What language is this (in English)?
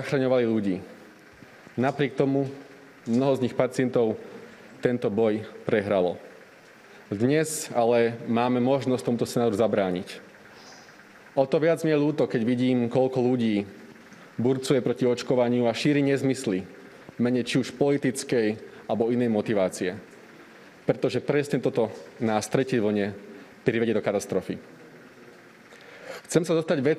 Slovak